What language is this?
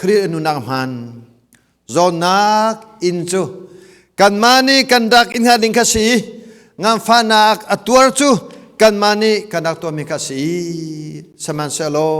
Hakha Chin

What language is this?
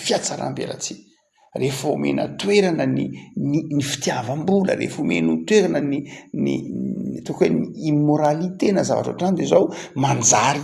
Malagasy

